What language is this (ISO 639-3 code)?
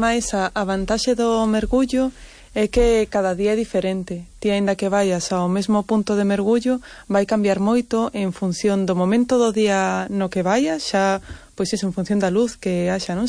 glg